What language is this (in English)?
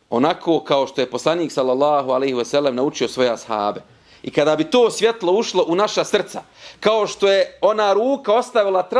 Bosnian